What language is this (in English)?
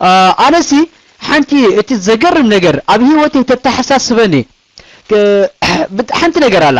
Tigrinya